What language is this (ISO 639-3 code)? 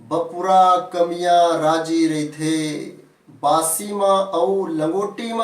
hne